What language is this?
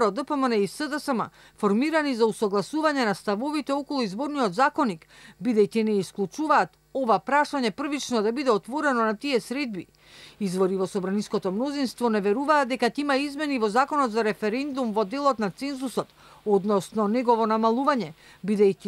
Macedonian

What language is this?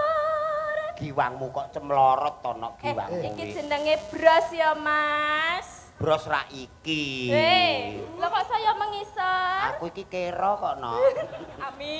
Javanese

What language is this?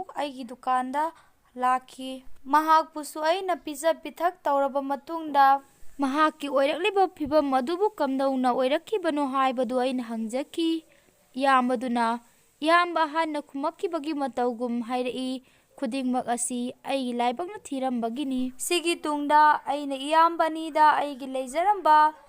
Manipuri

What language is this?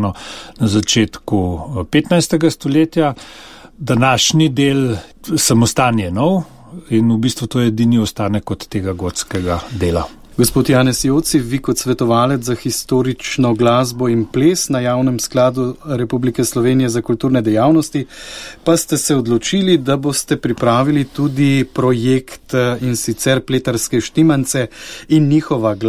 Slovenian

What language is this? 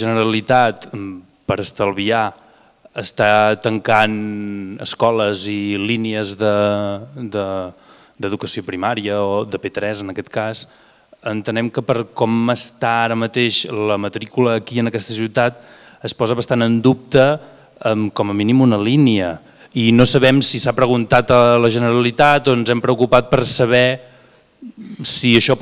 Catalan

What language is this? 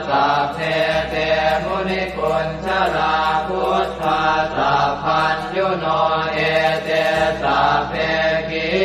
Pali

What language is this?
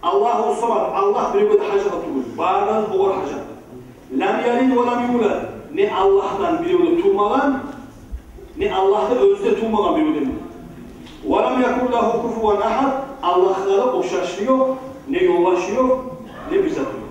Kumyk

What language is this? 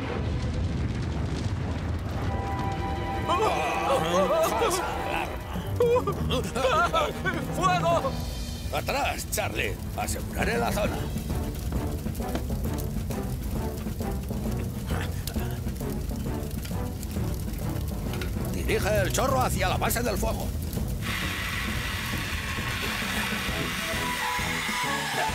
Spanish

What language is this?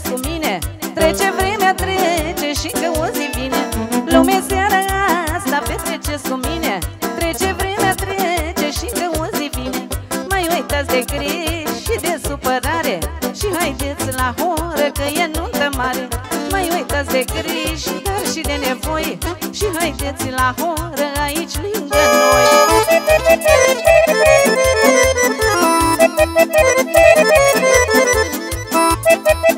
Romanian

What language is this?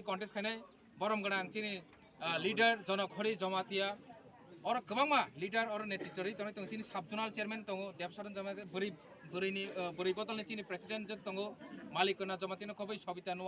Kok Borok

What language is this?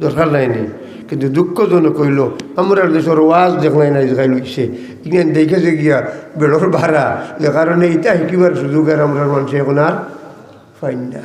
Sylheti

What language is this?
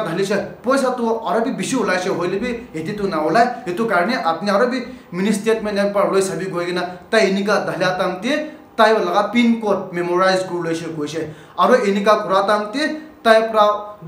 Naga Pidgin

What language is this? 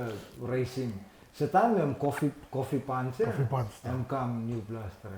Tok Pisin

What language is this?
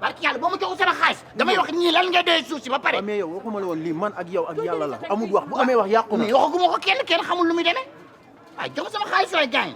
Wolof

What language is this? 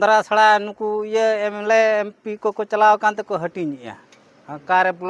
Santali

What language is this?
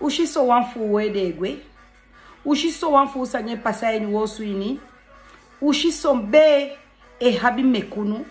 Sranan Tongo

